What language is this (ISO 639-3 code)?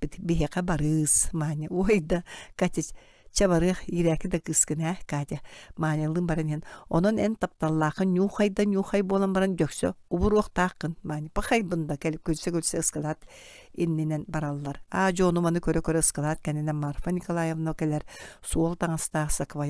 sah